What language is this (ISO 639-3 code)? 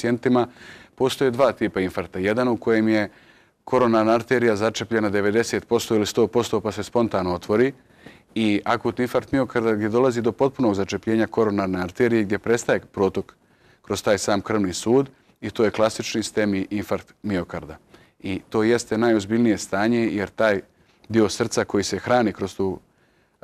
srp